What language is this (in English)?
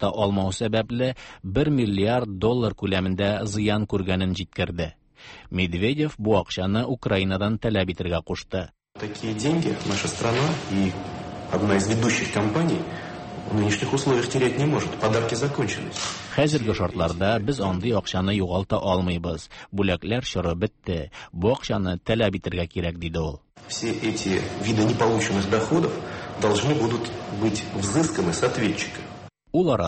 Tatar